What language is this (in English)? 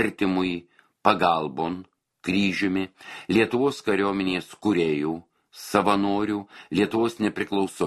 Lithuanian